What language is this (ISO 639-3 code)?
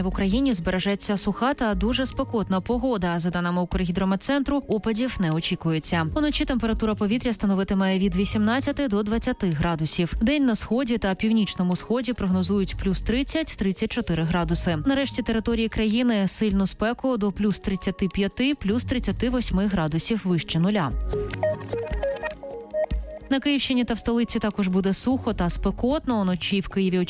ukr